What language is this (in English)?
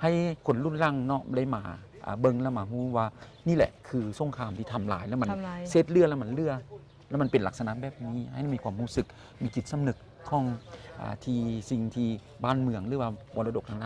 Lao